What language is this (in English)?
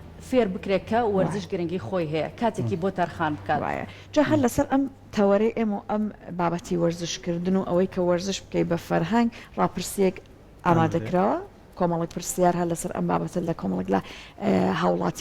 Central Kurdish